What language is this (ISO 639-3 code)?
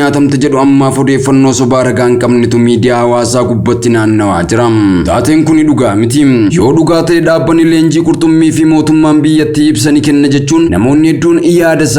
orm